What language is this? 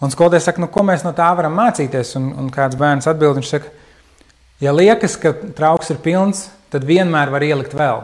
Latvian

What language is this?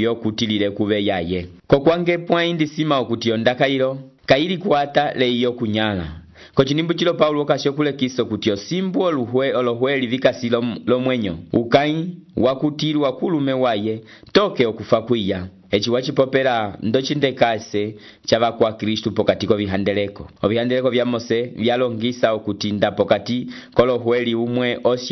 Umbundu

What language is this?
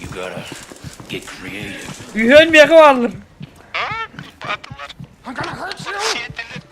Yakut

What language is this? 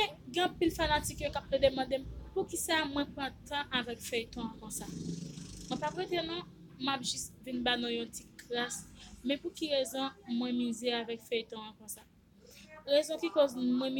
Haitian Creole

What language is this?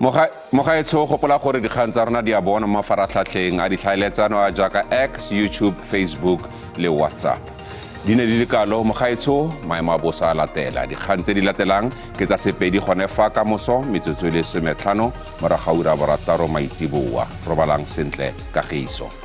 Tswana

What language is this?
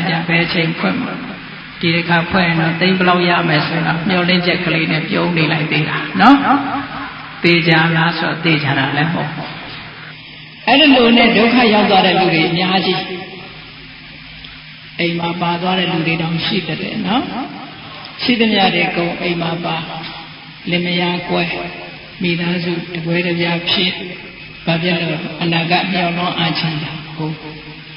Burmese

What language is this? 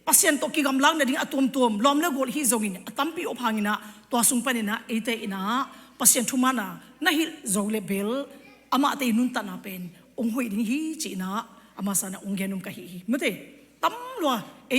Tedim Chin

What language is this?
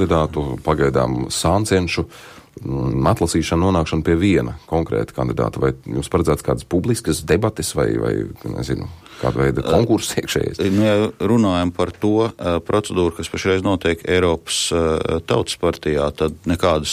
Latvian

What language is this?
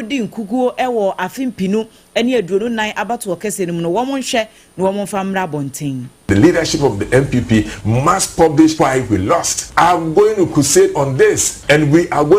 Akan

